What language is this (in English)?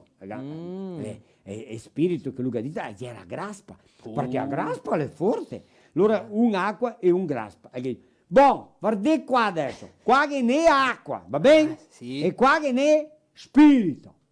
Venetian